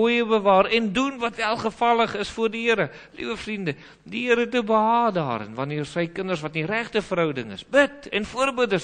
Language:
Afrikaans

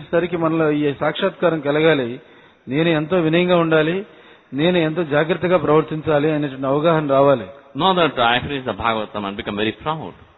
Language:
Telugu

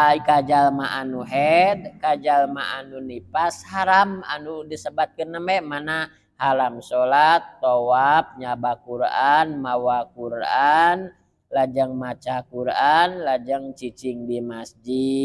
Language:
Sundanese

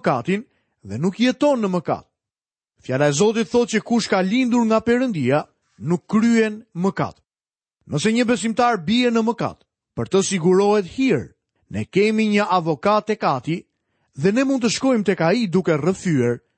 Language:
Albanian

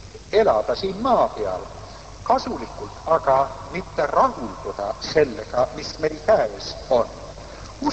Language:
Estonian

